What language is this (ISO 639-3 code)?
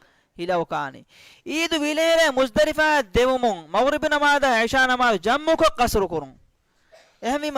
div